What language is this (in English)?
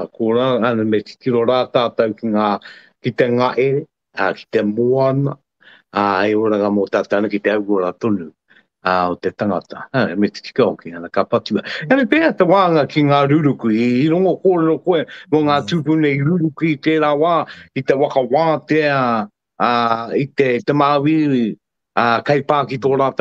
Māori